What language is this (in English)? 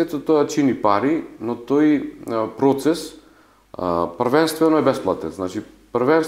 Macedonian